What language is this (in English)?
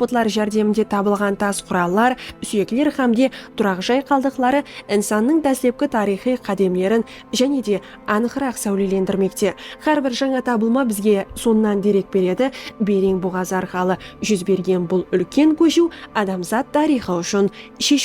Kara-Kalpak